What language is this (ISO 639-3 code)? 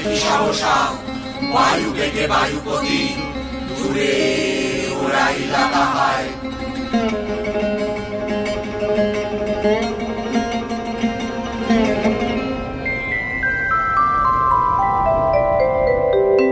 ben